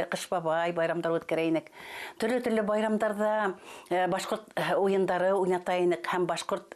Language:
Bashkir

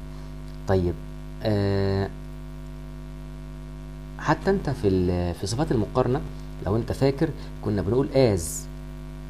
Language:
Egyptian Arabic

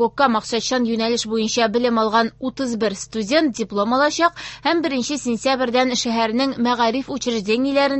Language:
Tatar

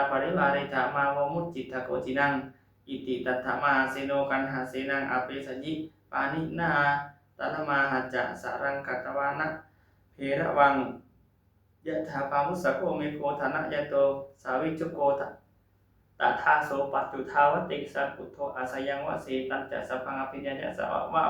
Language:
Pali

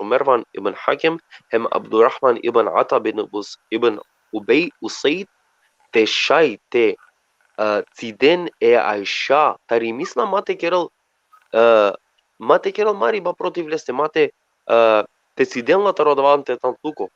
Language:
Balkan Romani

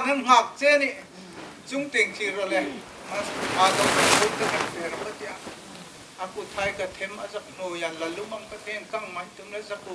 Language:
Hmar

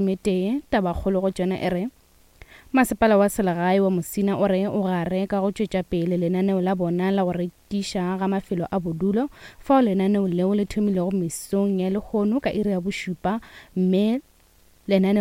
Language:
Northern Sotho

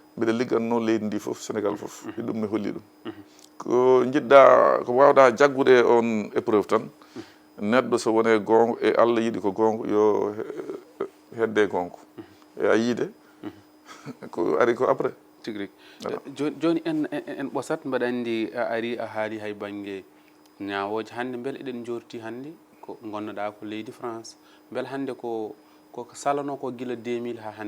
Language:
Fula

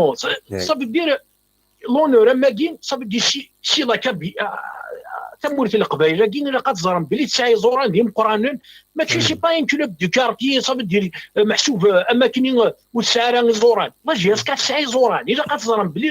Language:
Kabyle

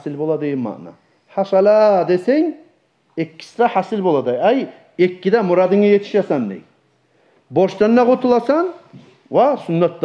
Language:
Kumyk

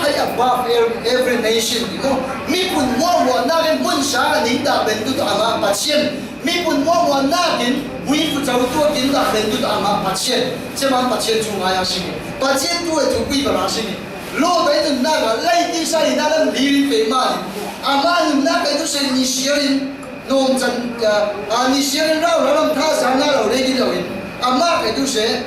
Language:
Falam Chin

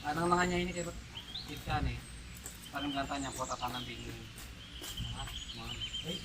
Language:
Pampanga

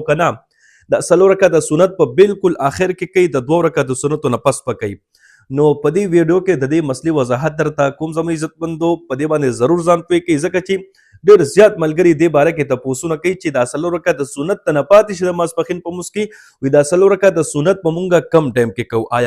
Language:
Pashto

